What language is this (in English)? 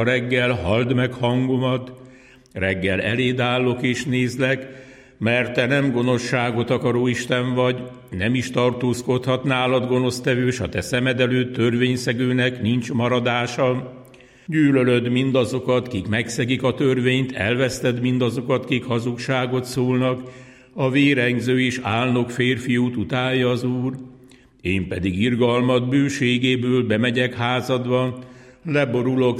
Hungarian